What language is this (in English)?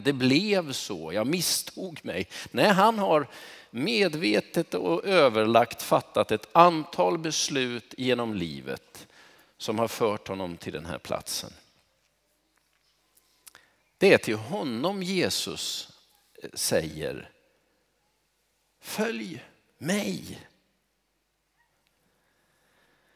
Swedish